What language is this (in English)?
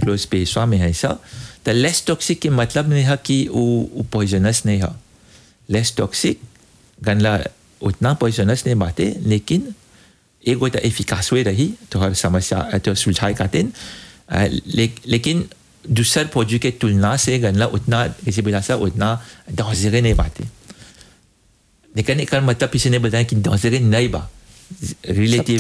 Bhojpuri